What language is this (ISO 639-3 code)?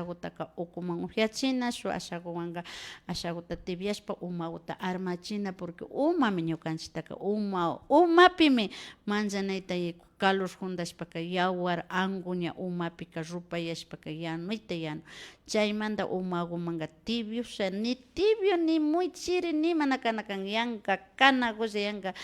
qvi